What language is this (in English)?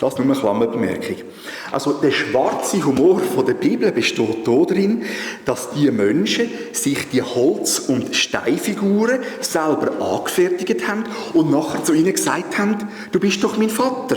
Swiss German